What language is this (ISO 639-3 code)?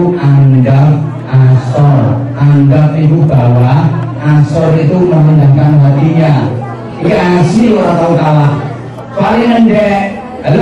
jav